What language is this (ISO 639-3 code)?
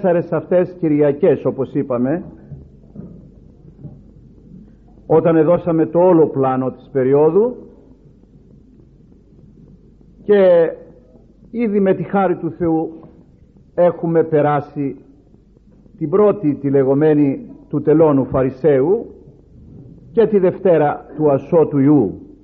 ell